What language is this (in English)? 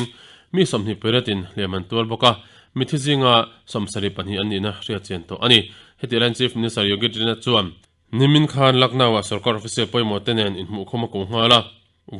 Mizo